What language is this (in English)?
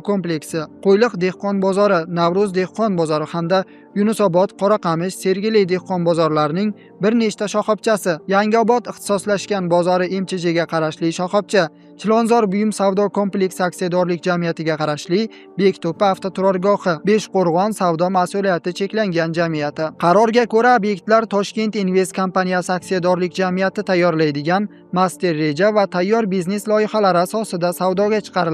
Uzbek